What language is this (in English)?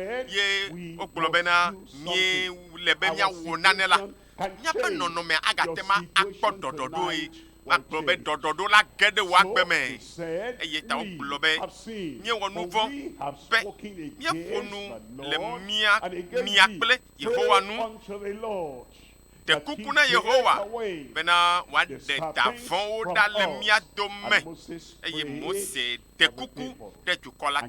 Ewe